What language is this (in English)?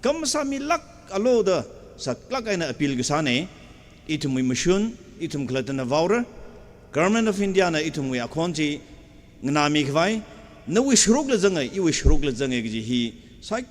Tangkhul Naga (India)